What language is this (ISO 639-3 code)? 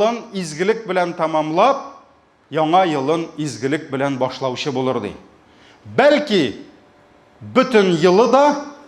tat